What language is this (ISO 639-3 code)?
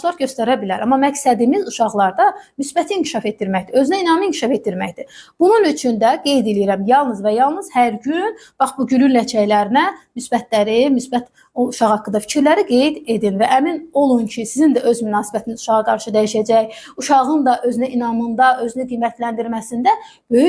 aze